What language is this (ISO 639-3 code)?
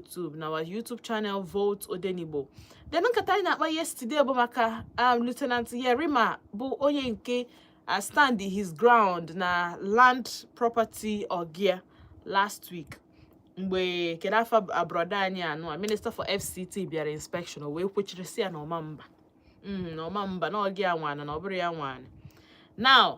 ibo